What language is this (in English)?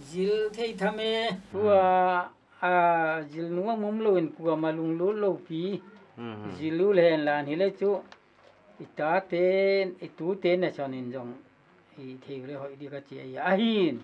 Paite Chin